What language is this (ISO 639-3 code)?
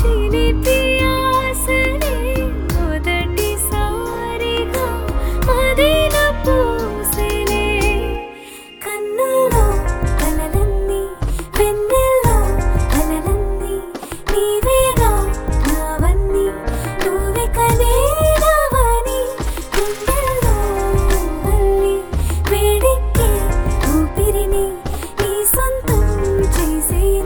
tel